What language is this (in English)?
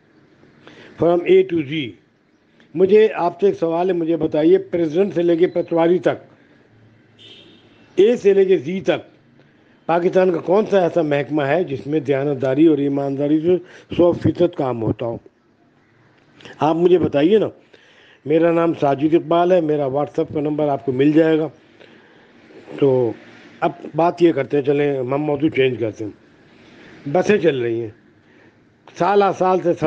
Urdu